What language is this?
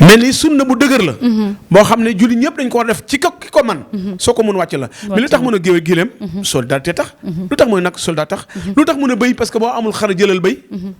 Wolof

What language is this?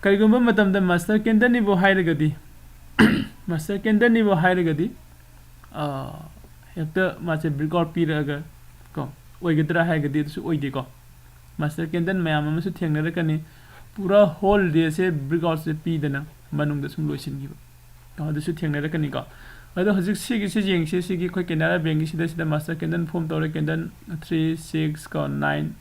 Manipuri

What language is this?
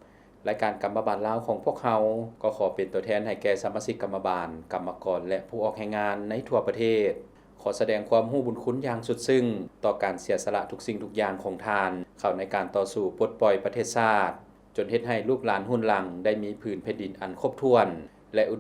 Lao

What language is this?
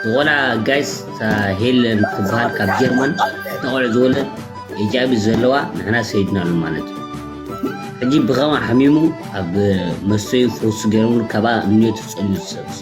Tigrinya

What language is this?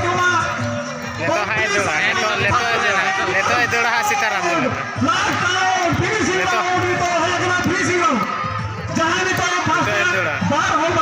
Santali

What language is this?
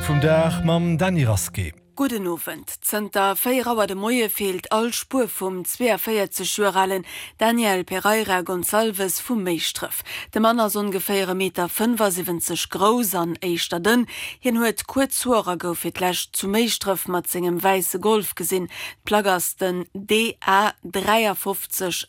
Luxembourgish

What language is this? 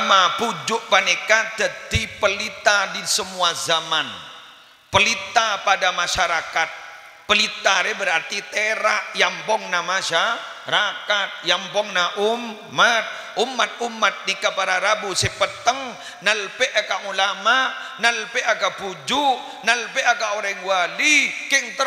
Madurese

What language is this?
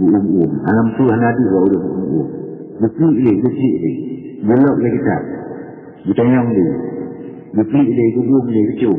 Achinese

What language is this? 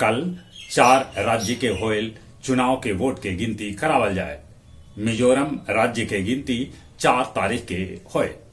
Magahi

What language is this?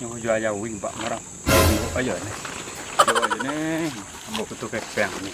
Minangkabau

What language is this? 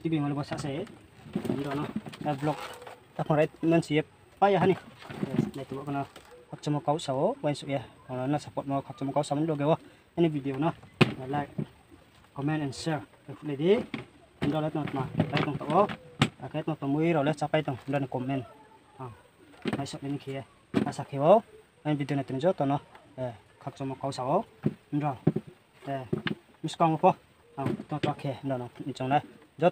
Riang (India)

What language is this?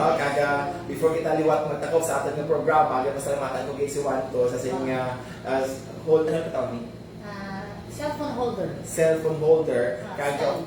Hiligaynon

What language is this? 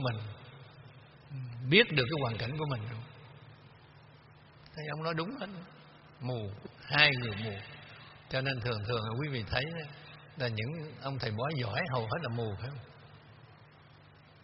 Vietnamese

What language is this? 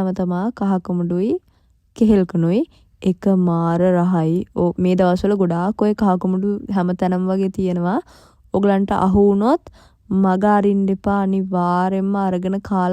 Sinhala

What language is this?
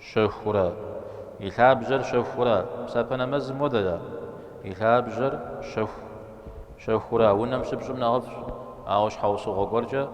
Kabardian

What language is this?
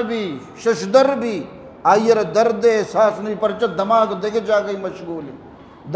Eastern Balochi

